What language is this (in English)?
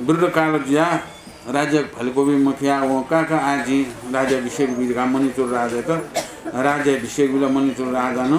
Newari